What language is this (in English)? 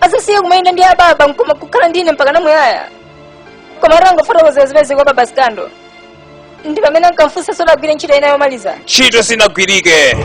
Nyanja